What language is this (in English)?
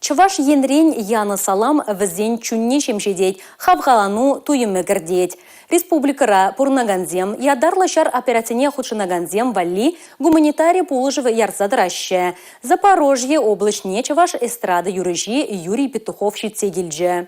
Chuvash